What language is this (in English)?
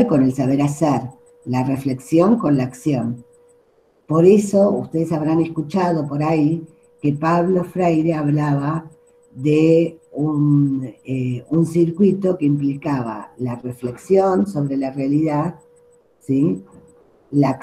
Spanish